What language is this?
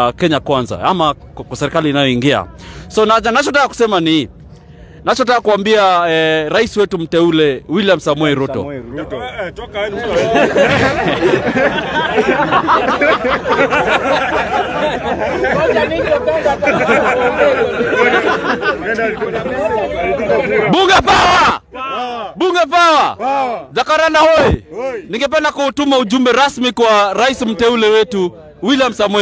Swahili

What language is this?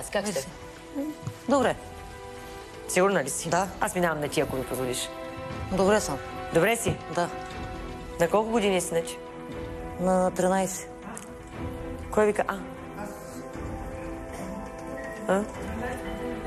Bulgarian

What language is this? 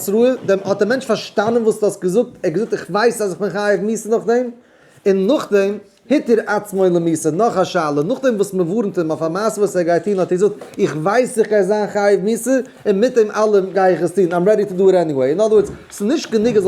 Yiddish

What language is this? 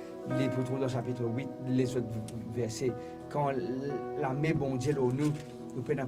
Morisyen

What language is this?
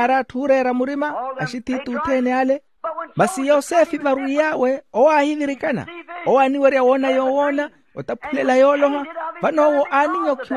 Makhuwa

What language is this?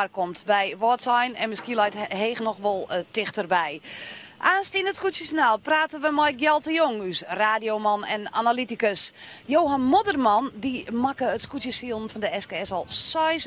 Western Frisian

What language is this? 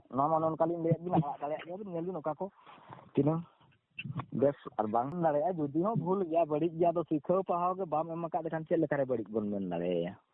Santali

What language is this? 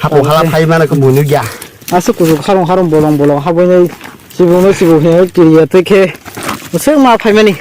Kok Borok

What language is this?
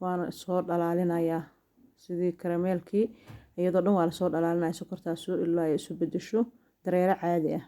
Somali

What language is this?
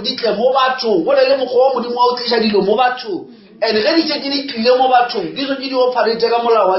Northern Sotho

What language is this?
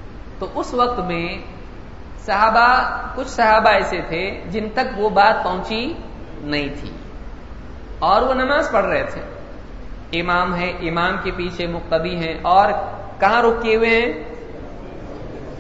Urdu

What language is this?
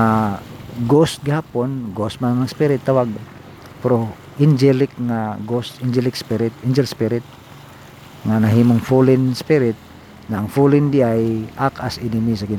Cebuano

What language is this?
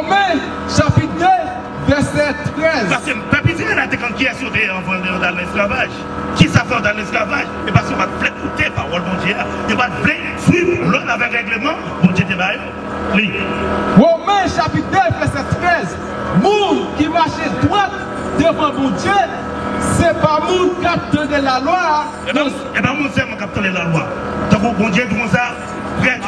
Haitian Creole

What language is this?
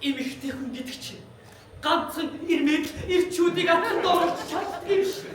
Mongolian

